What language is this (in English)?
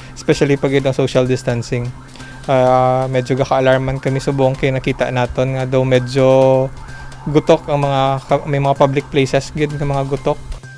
Hiligaynon